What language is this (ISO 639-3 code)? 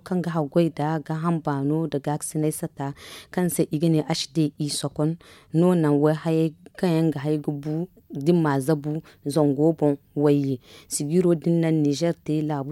dje